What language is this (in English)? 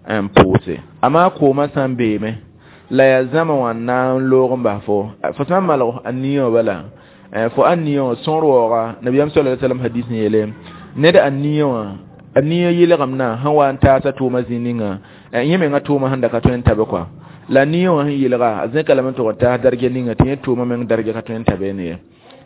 Mossi